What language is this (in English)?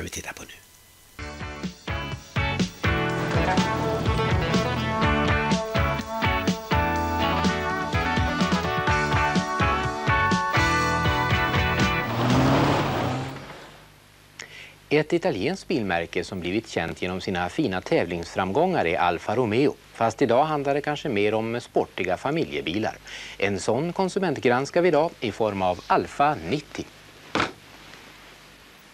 Swedish